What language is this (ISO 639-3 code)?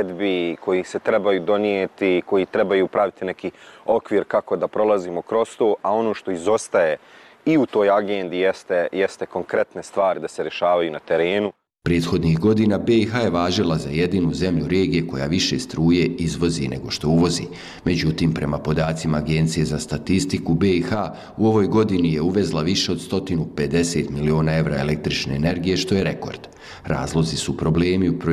bos